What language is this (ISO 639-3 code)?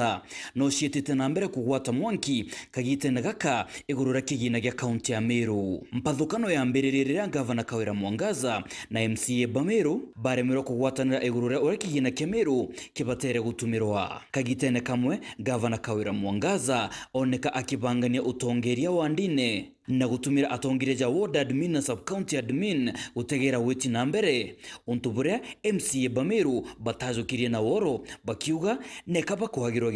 mer